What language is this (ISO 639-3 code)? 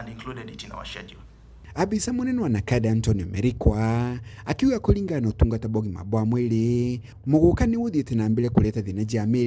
mer